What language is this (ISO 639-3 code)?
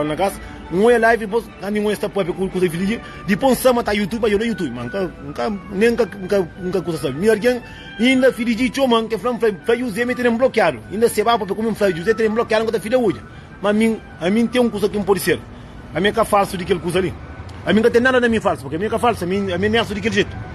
kea